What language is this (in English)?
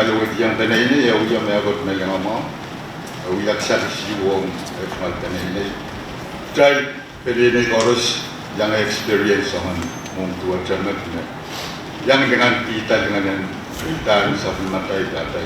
Pohnpeian